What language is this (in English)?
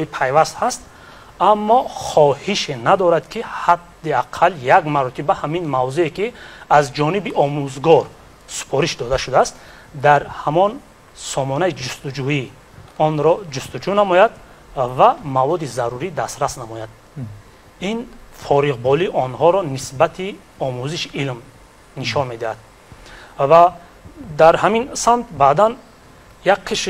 Tajik